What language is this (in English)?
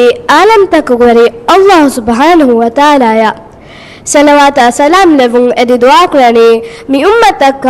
Divehi